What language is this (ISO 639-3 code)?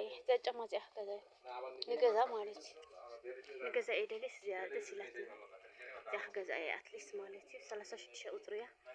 tir